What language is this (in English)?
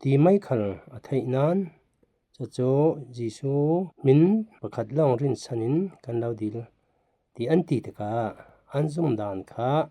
Falam Chin